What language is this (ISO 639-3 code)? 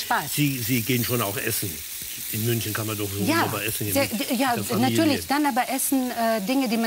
deu